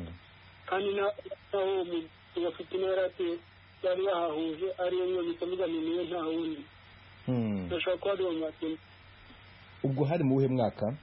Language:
Kinyarwanda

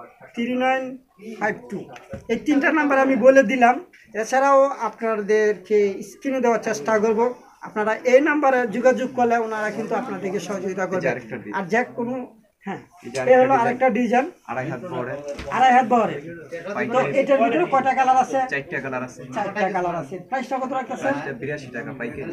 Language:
Bangla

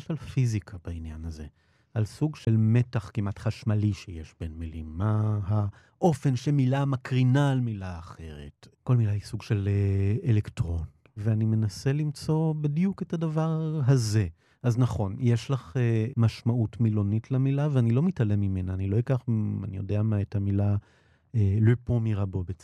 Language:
Hebrew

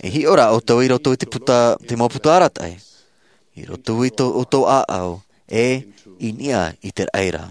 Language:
Tahitian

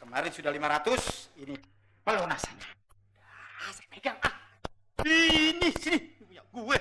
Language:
Betawi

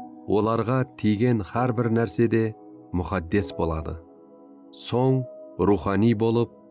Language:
Kara-Kalpak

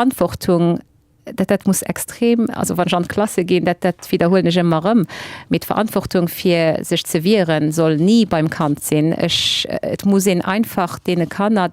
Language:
Luxembourgish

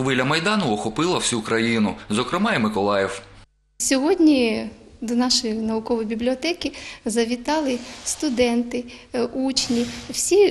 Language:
Ukrainian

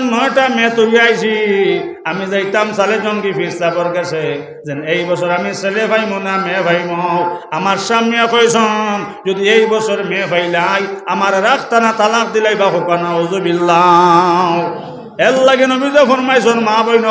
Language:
Sylheti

